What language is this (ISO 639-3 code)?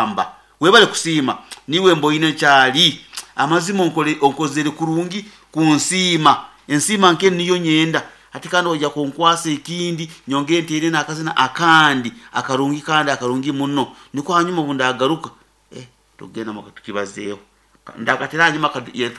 nyo